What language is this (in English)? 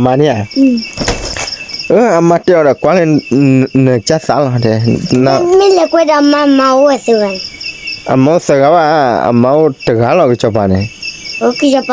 S'gaw Karen